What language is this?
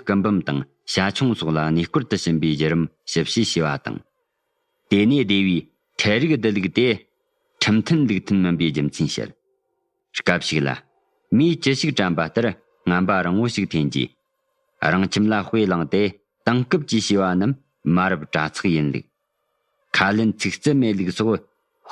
Tibetan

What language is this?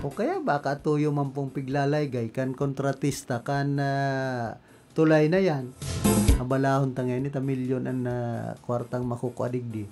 Bikol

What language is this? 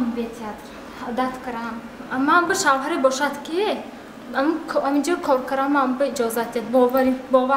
Tajik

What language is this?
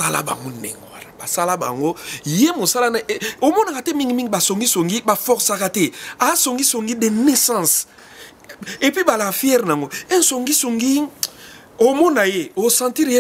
Lingala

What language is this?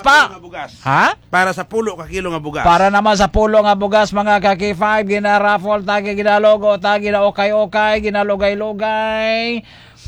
Hiligaynon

